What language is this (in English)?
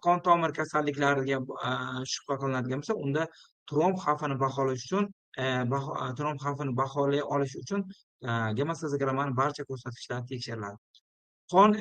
Uzbek